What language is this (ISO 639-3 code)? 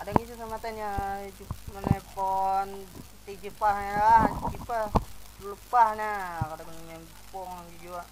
bjn